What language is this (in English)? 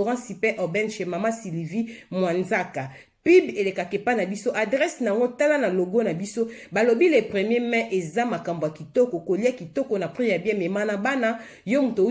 Lingala